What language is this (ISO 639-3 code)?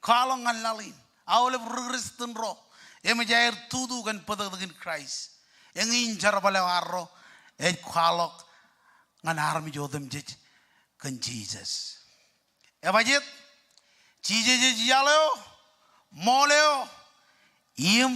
mah